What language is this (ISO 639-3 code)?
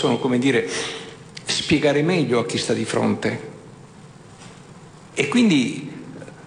ita